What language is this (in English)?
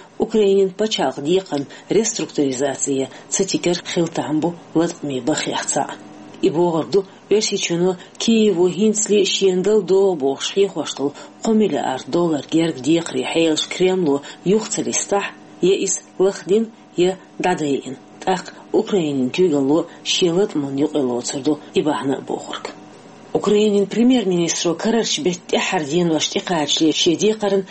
Chechen